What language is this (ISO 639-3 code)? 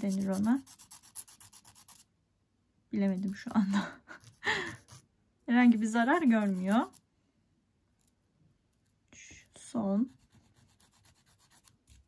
tur